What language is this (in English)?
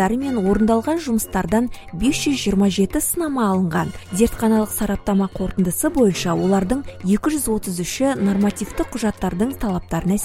Kazakh